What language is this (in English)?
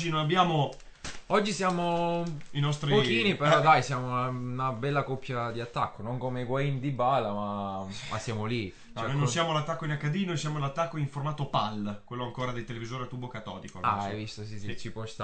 Italian